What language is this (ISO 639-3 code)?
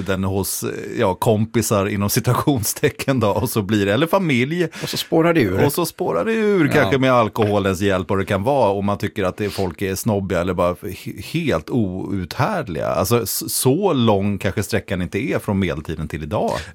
swe